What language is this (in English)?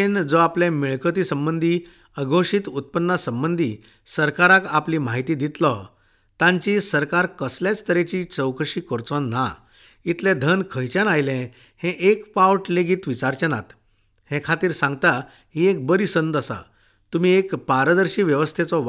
Konkani